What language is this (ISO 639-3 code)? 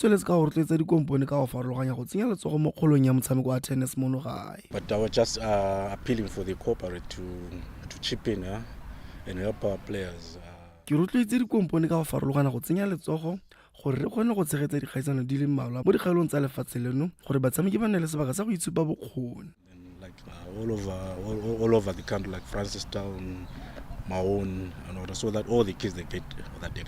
tsn